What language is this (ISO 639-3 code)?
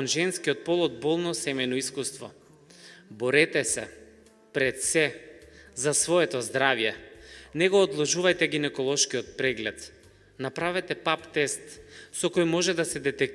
mkd